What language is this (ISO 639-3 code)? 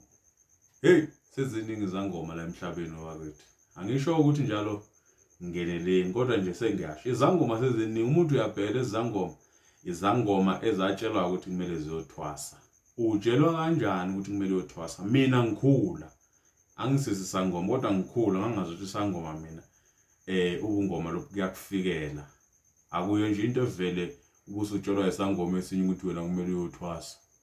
zul